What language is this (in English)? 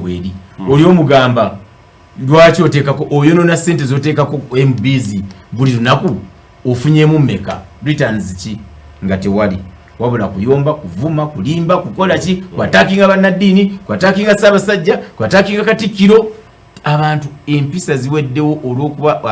Ganda